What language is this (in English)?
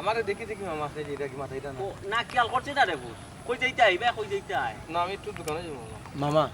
Sylheti